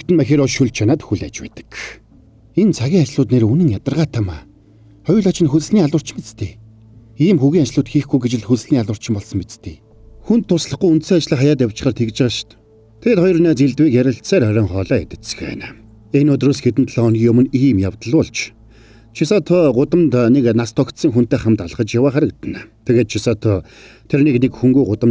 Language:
Mongolian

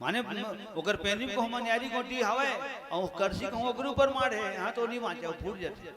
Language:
Chhattisgarhi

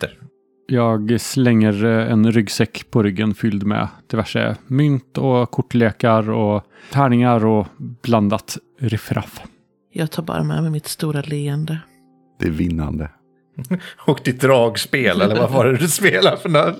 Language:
Swedish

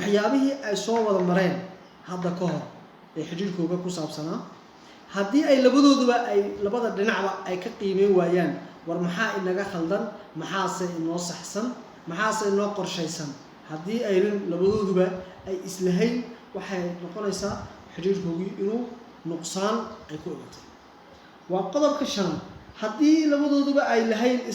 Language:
Somali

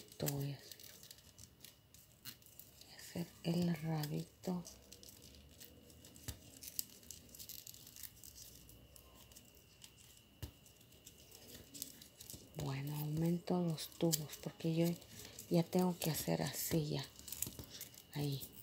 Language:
Spanish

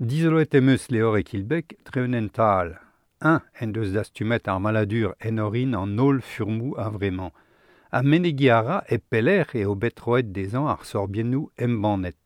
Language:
Breton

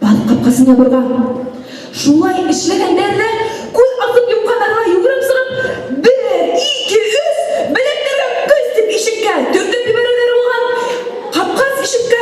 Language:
Bashkir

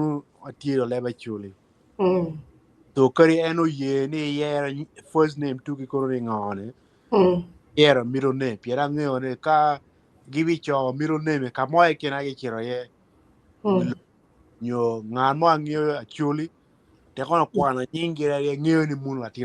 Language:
Acoli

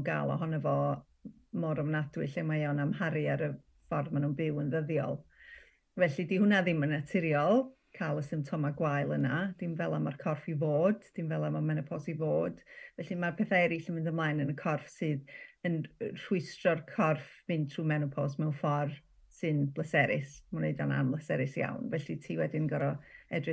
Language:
Welsh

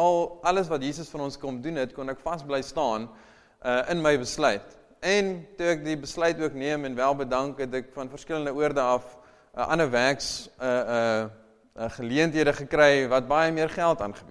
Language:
Afrikaans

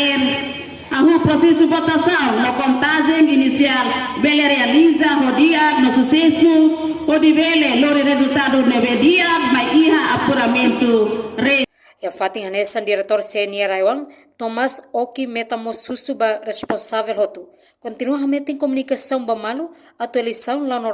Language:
Tetum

